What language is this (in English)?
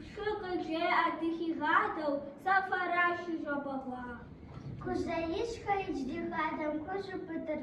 Kabardian